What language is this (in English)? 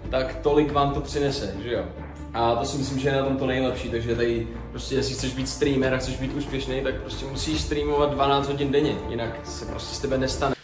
Czech